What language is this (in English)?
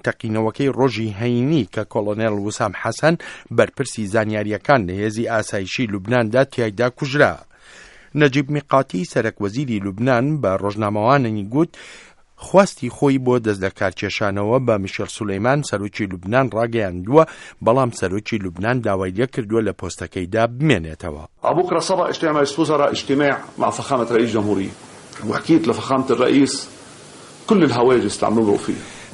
Central Kurdish